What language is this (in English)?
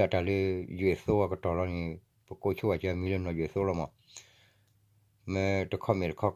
S'gaw Karen